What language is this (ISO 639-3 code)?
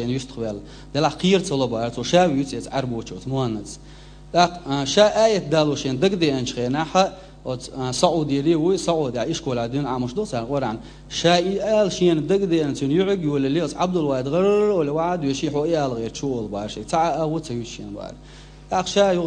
che